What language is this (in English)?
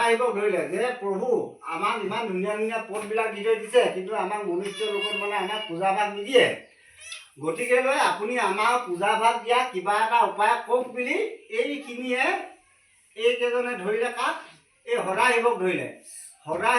Assamese